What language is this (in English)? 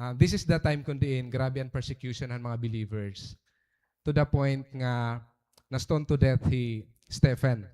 Waray